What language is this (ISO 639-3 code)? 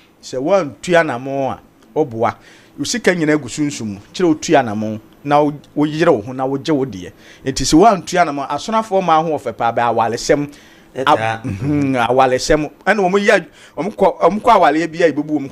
aka